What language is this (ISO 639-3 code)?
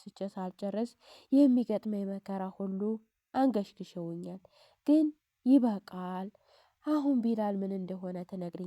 amh